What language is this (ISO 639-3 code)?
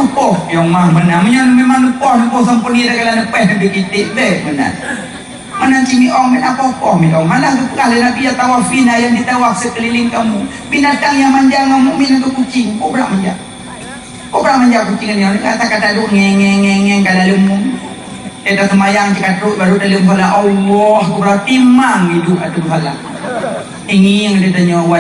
ace